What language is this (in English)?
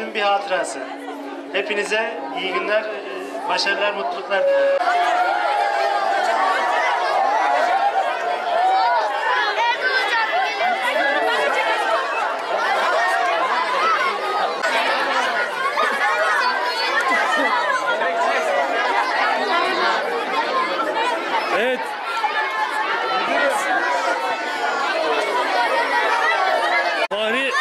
Turkish